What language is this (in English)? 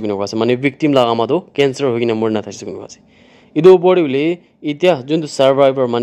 Naga Pidgin